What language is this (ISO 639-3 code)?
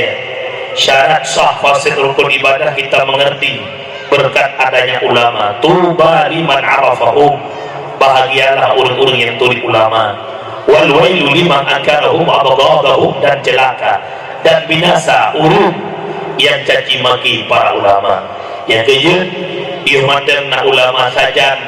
ace